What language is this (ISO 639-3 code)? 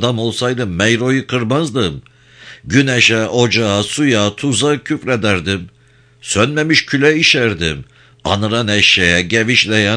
tur